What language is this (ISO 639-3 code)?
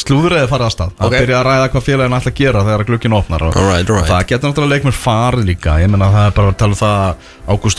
isl